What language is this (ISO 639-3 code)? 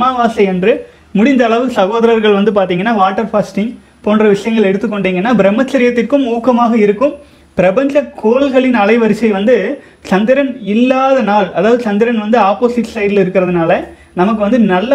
tam